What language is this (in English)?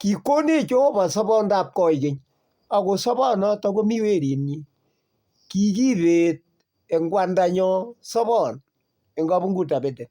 Kalenjin